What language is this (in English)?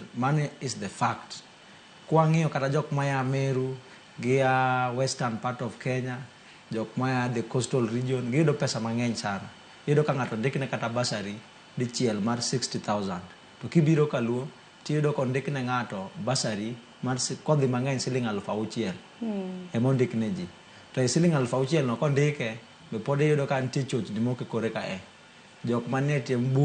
Luo (Kenya and Tanzania)